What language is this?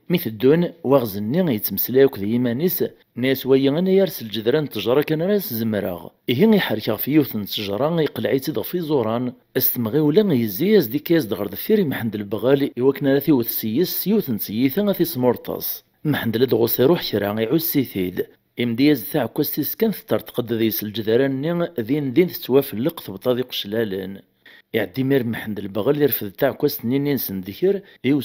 Kabyle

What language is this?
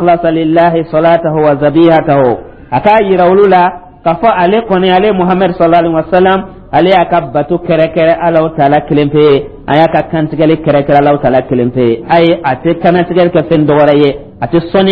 Dyula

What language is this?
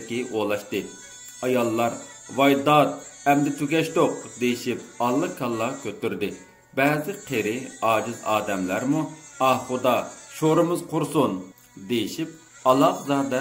Uyghur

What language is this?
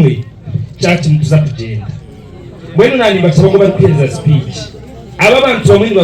Nyankole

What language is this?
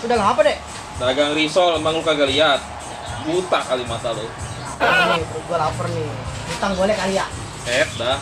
Betawi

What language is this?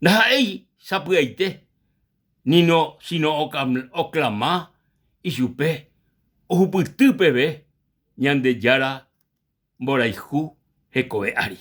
Guarani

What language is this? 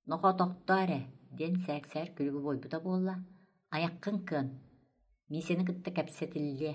Yakut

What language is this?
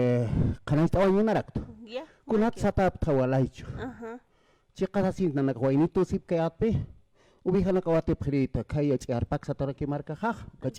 Aymara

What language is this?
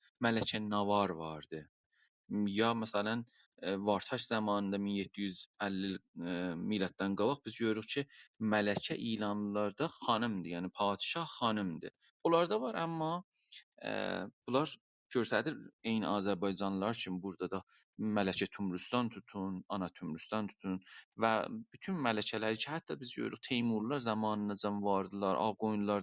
South Azerbaijani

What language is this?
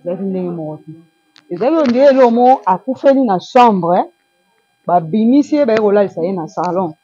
Lingala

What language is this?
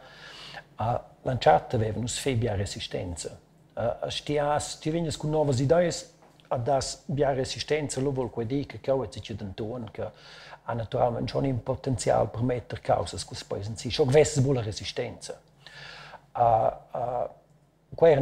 Romansh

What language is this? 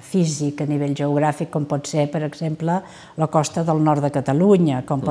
Catalan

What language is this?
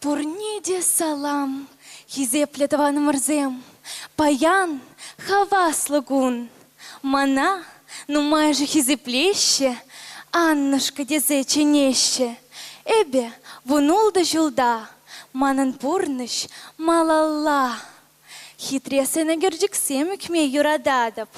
Chuvash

